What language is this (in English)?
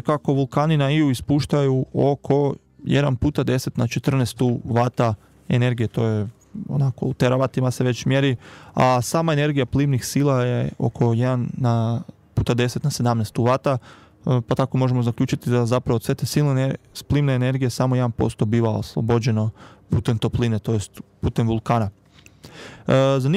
Croatian